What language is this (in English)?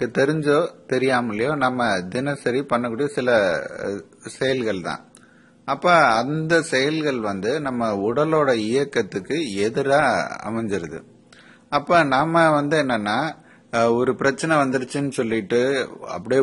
Tamil